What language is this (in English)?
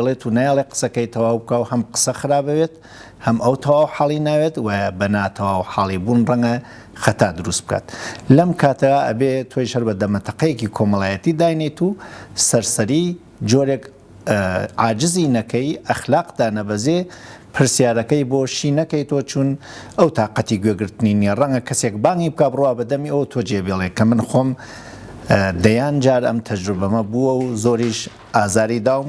Central Kurdish